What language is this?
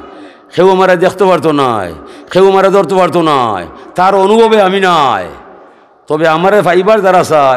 Sylheti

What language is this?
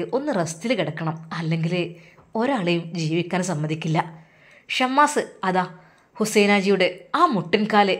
Malayalam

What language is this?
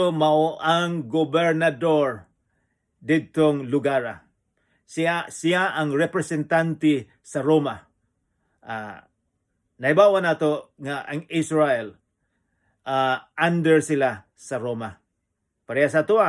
Cebuano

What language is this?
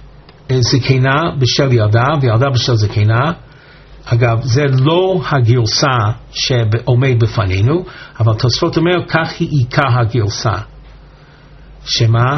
Hebrew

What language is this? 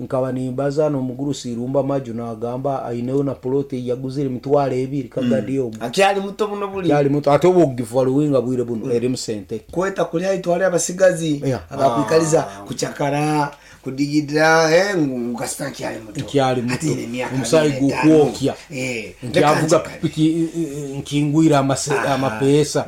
Nyankole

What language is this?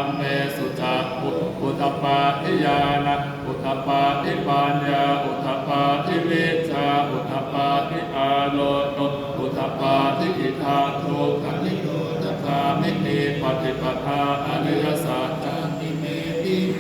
Pali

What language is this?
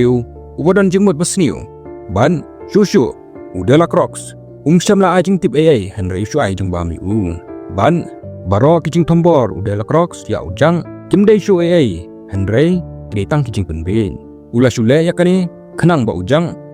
Khasi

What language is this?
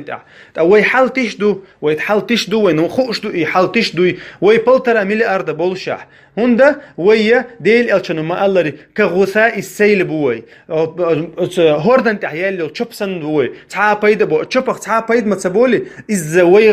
Chechen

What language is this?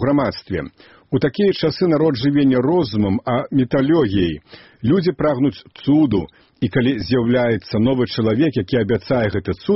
Belarusian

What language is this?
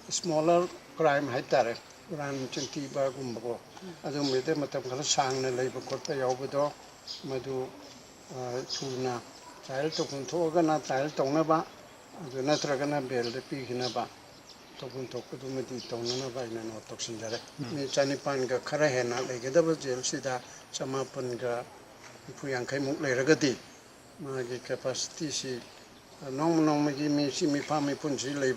Manipuri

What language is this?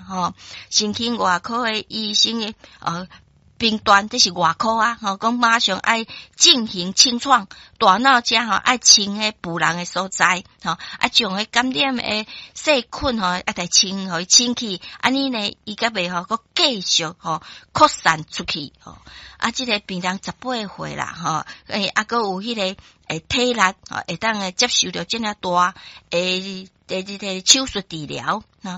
Min Nan Chinese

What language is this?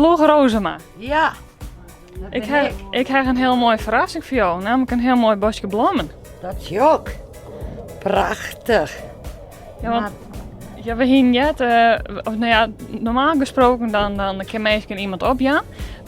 Western Frisian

